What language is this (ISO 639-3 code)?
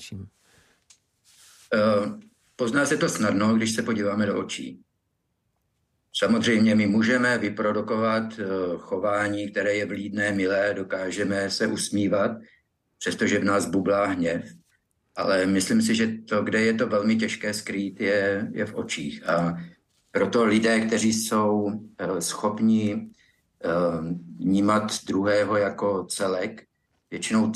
ces